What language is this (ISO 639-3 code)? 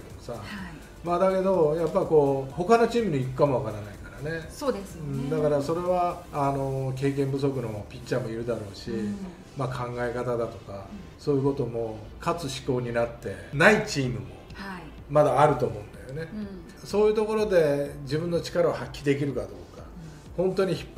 jpn